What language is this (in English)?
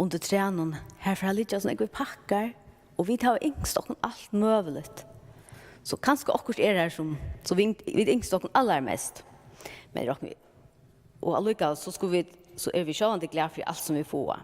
Faroese